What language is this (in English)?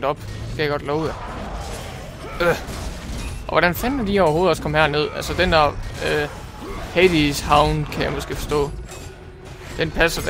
Danish